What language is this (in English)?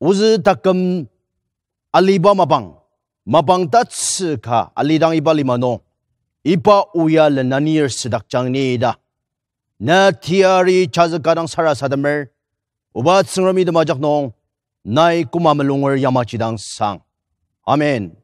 Ao Naga